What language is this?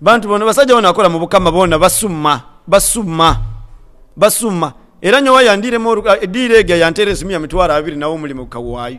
Nyoro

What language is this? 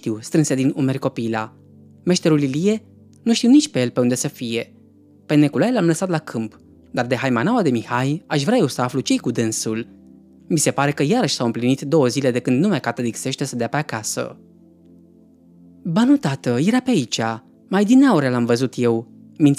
Romanian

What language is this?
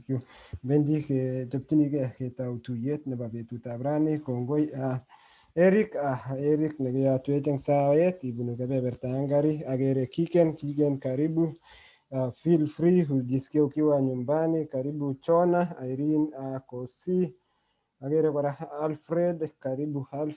Kalenjin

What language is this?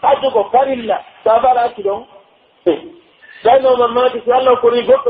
Pular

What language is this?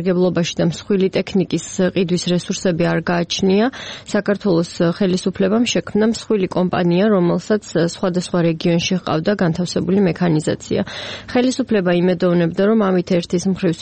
Georgian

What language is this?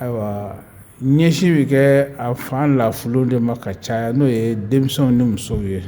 Bambara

